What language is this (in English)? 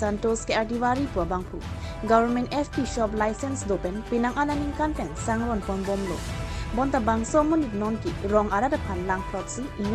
Karbi